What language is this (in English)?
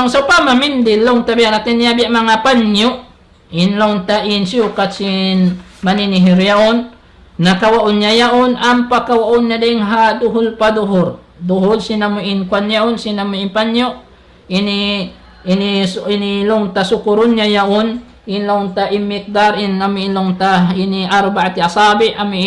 Tausug